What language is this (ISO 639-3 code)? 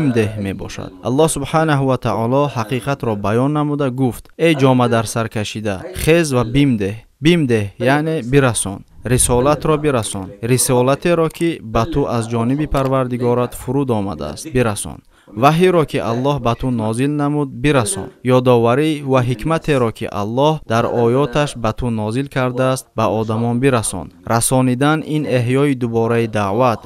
tgk